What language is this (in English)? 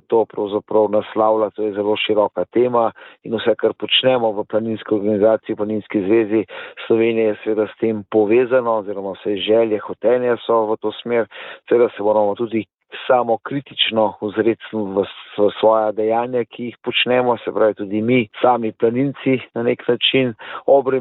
Slovenian